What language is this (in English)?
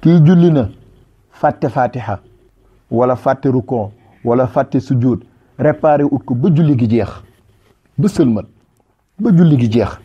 Wolof